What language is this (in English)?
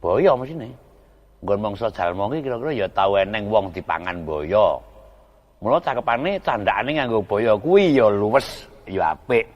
Javanese